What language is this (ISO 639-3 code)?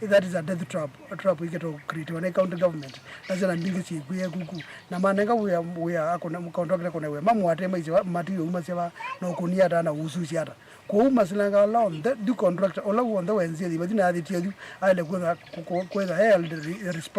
kam